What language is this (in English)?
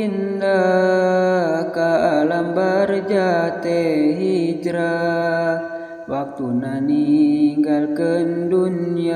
Sundanese